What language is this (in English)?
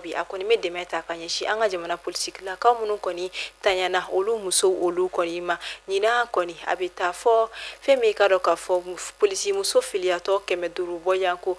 Bambara